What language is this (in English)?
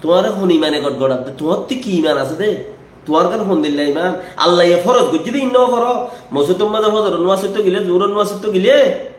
Rohingya